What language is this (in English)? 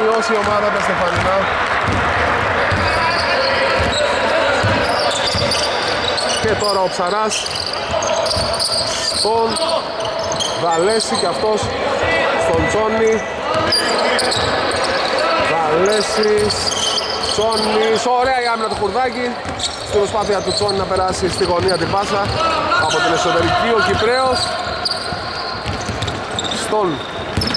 Greek